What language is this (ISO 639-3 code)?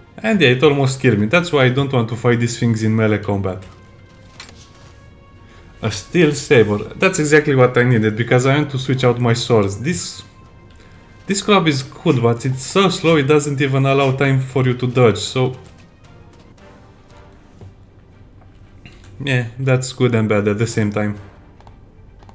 eng